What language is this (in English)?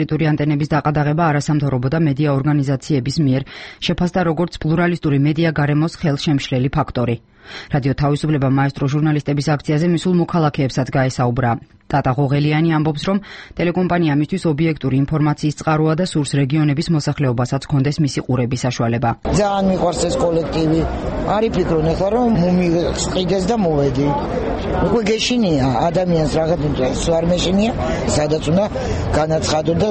Georgian